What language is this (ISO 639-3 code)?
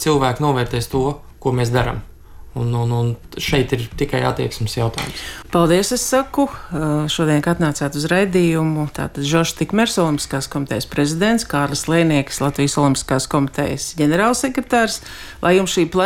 lav